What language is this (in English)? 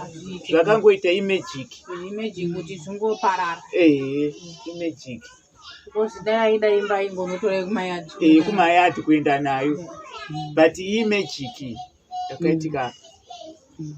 Shona